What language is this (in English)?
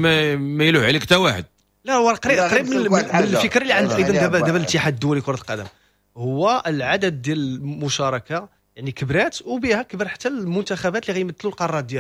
Moroccan Arabic